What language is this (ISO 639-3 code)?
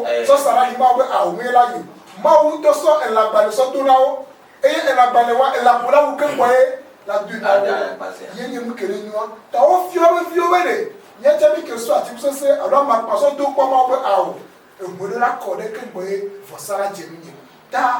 ewe